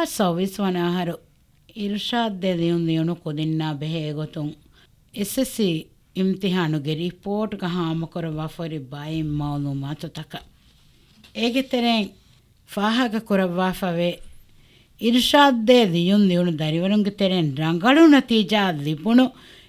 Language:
Divehi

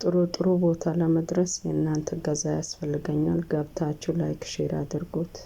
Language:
Amharic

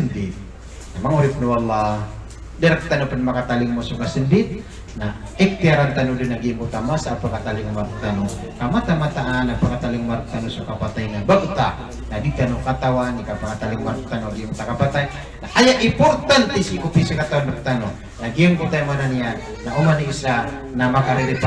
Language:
Maranao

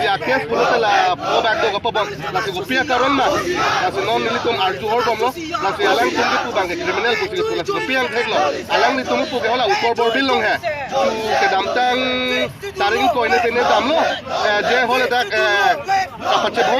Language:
Karbi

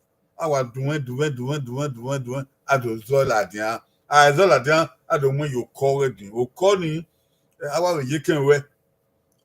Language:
Bini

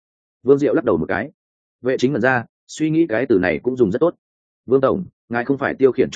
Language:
Vietnamese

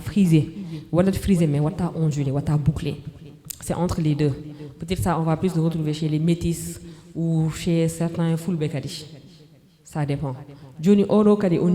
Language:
Fula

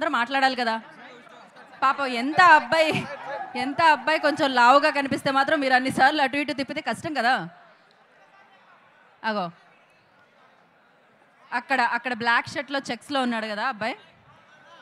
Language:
Telugu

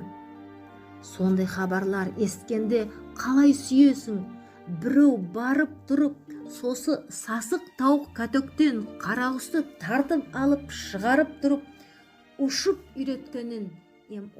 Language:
Nogai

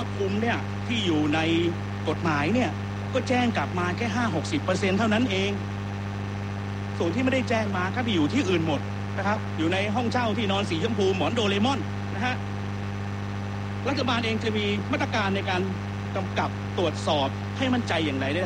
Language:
Thai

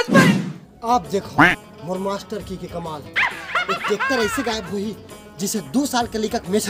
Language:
Chhattisgarhi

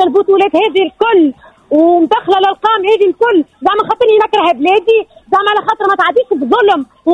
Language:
Tunisian Arabic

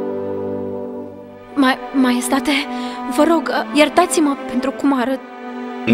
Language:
Romanian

